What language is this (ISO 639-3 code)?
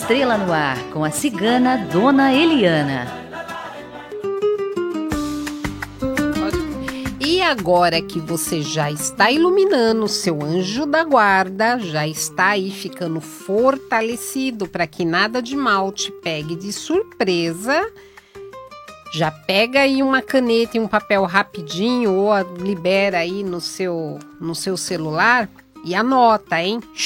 por